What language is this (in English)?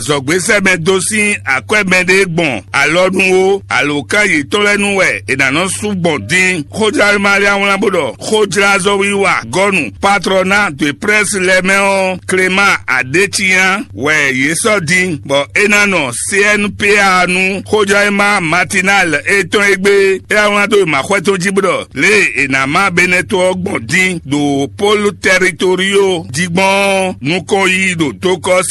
Fon